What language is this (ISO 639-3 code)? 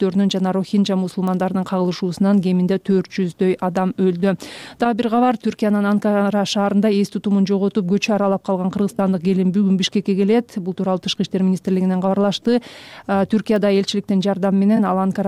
kir